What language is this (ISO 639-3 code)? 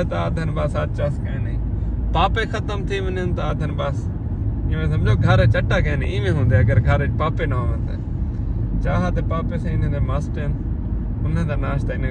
skr